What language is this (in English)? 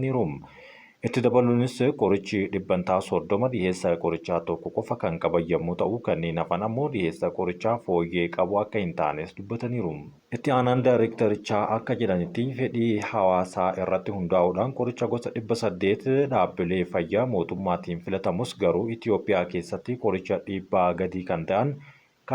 Oromo